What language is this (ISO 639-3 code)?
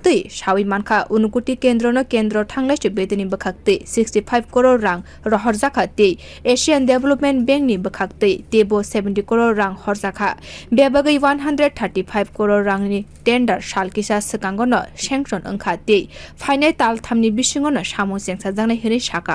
trp